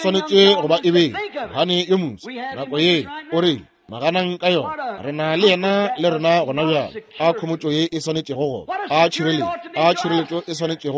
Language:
Northern Sotho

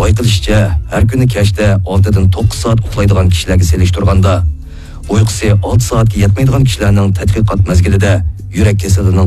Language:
Uyghur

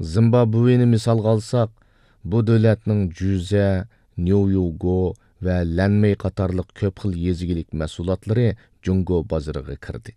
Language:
Uyghur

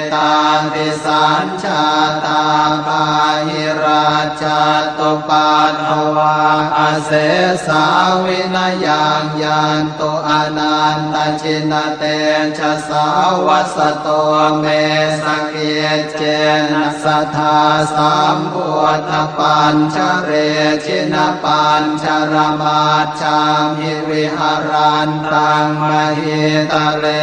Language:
Pali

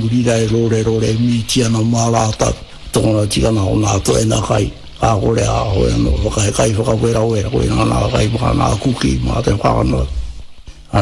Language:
Māori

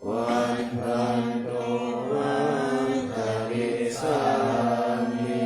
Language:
Pali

